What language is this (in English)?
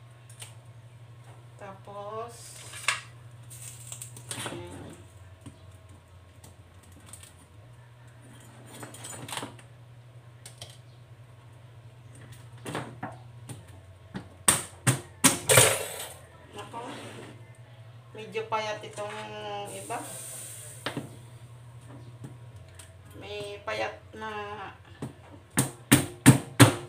Filipino